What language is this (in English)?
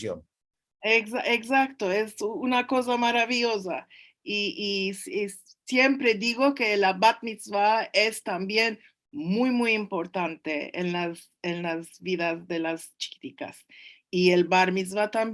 Ladino